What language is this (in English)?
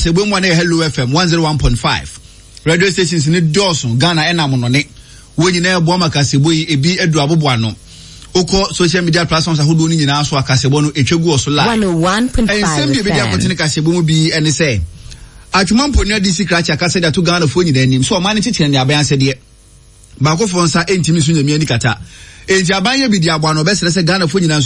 Akan